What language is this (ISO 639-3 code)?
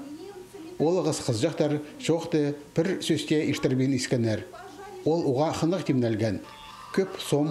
kjh